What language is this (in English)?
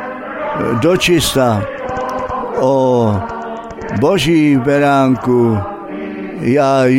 Czech